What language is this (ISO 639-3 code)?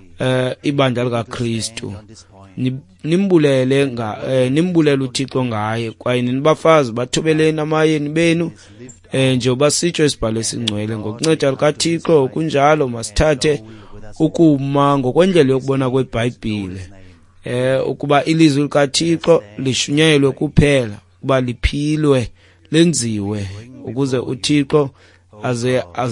xho